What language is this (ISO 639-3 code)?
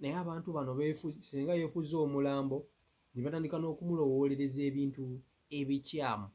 lug